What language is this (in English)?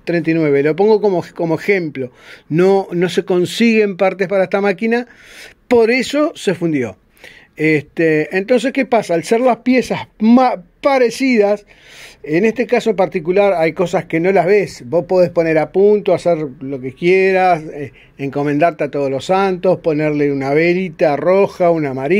Spanish